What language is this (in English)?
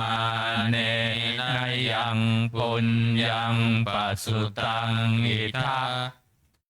Pali